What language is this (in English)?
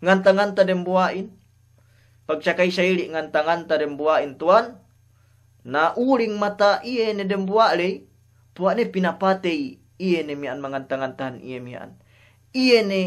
Yakan